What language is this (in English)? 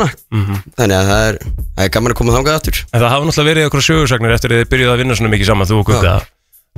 Icelandic